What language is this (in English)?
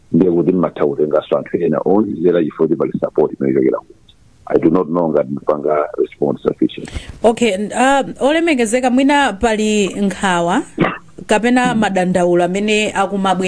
Nyanja